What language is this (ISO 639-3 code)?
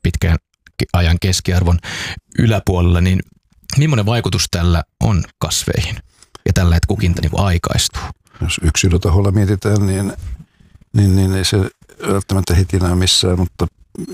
fin